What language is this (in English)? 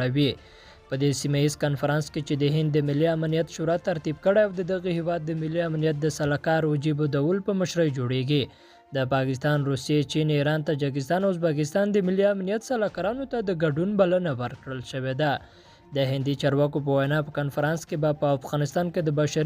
Pashto